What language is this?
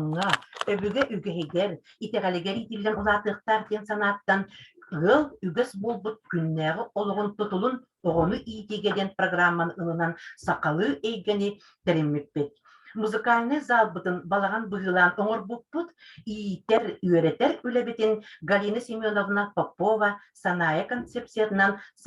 Yakut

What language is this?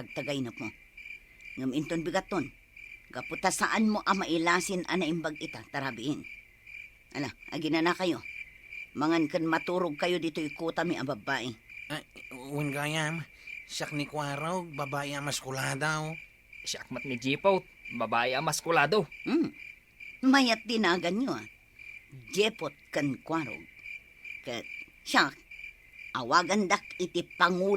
Iloko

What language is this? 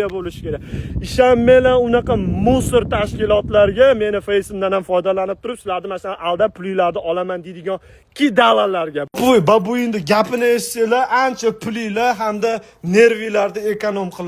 Uzbek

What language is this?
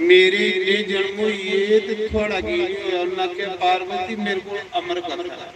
Dogri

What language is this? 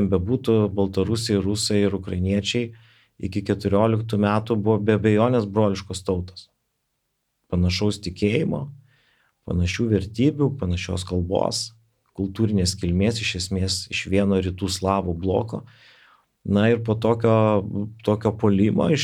Lithuanian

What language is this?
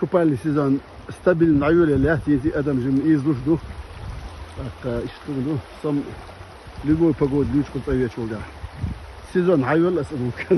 Chechen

